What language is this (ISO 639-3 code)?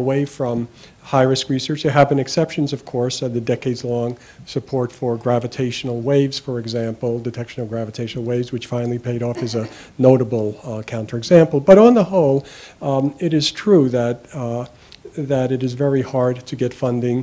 eng